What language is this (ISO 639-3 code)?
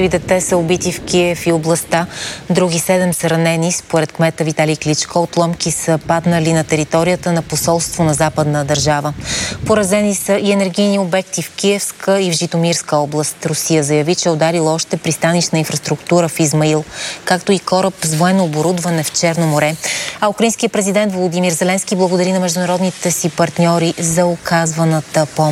bul